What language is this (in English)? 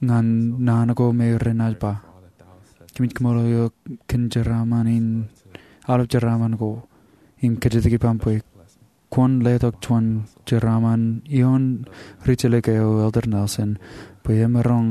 Marshallese